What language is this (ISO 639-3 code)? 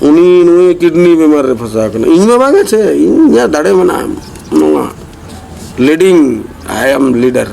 sat